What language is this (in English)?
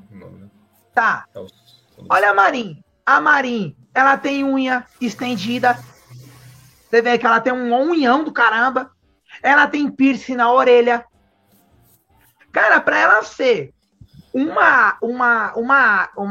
Portuguese